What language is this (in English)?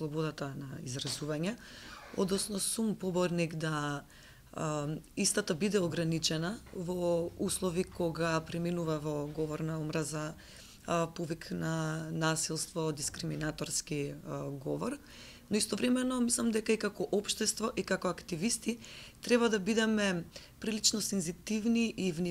Macedonian